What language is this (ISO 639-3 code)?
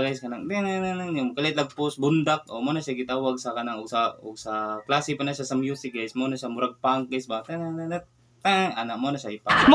ceb